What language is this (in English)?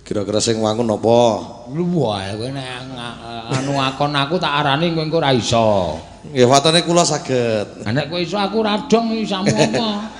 Javanese